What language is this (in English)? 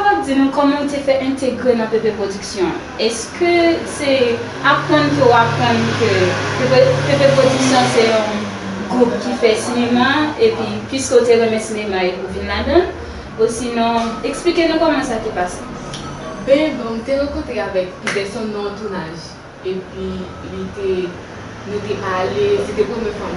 Haitian Creole